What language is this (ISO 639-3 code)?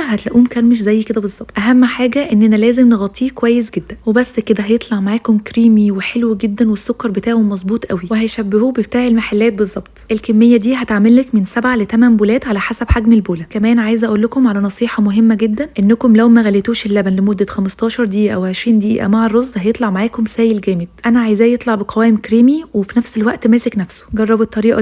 arz